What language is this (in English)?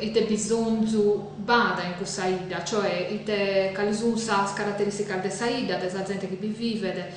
Sardinian